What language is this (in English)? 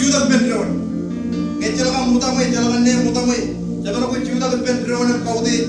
Marshallese